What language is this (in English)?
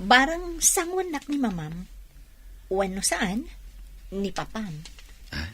Iloko